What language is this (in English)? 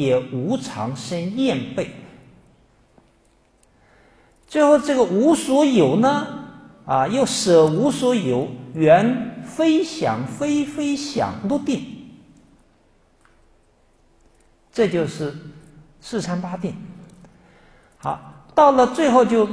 Chinese